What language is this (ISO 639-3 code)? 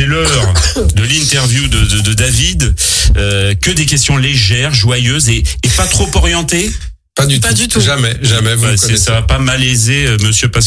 fra